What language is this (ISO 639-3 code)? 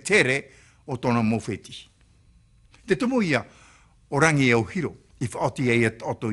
tah